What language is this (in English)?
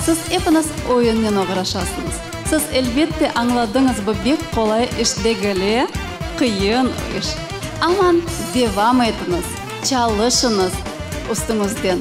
Crimean Tatar